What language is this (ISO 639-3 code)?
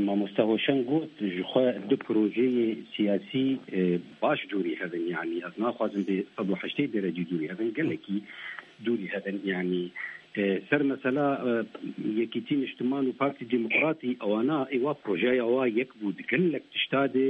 kur